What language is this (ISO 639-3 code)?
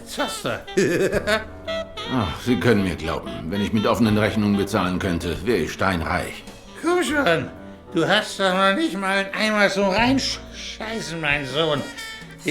gsw